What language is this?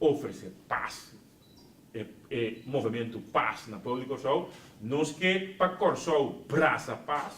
Papiamento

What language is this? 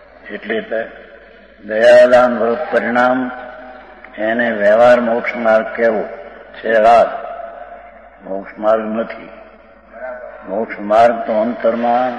Gujarati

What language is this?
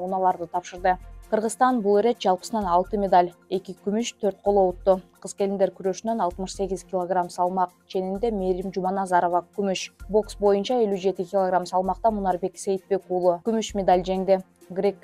Kyrgyz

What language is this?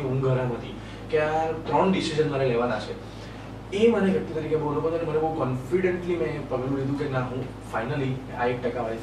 Gujarati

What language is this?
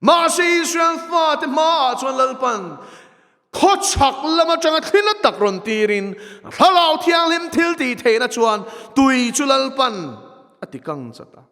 Mizo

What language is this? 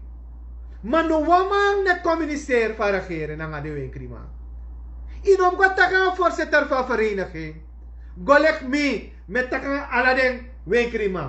Sranan Tongo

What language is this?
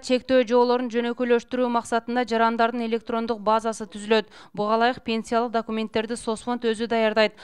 Kyrgyz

